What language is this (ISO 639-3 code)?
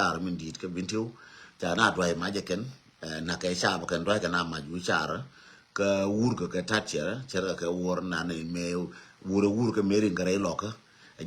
nus